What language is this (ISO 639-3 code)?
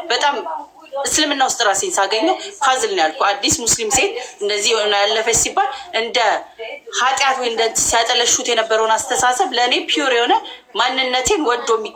amh